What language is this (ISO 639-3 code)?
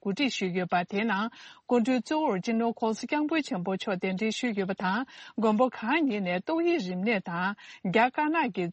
bod